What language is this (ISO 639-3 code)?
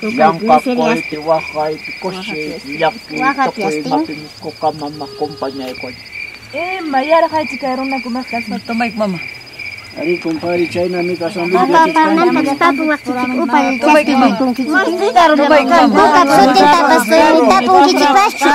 quy